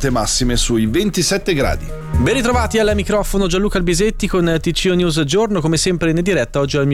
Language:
Italian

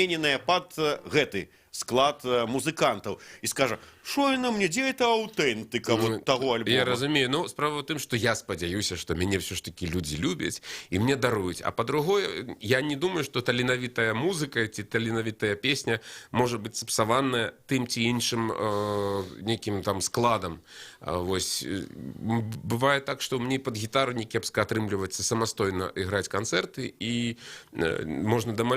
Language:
Belarusian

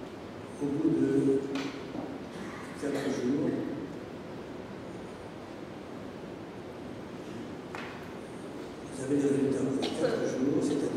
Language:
French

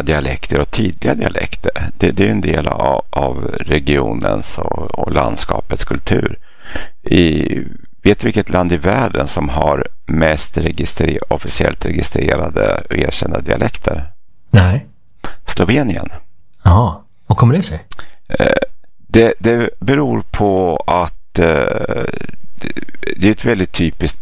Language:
Swedish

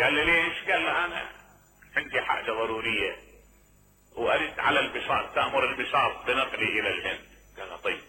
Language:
Mesopotamian Arabic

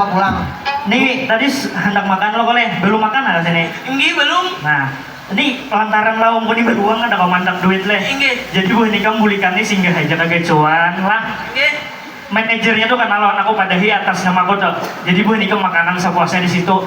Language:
Banjar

